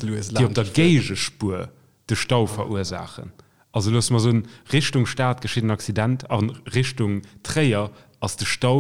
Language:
Luxembourgish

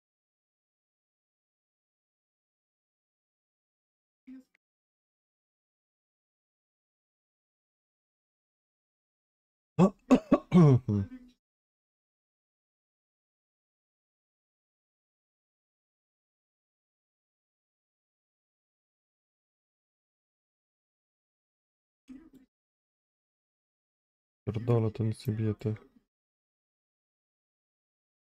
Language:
Polish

